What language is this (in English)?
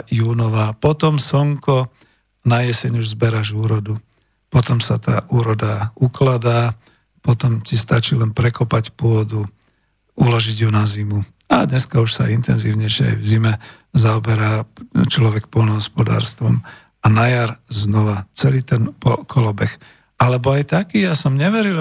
Slovak